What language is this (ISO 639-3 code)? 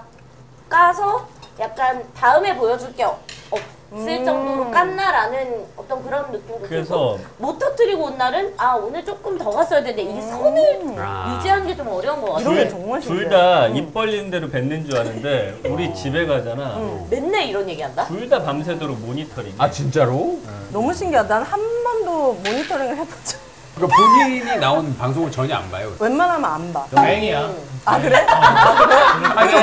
kor